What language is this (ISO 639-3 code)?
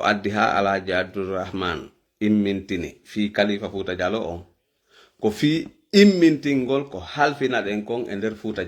ful